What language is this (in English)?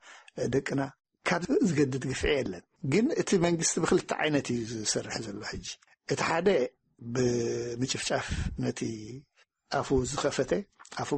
Tigrinya